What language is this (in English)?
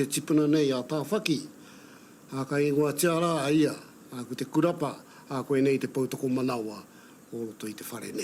Māori